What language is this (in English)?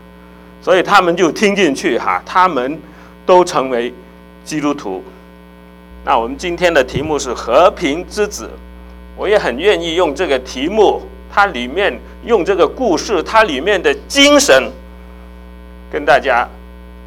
Chinese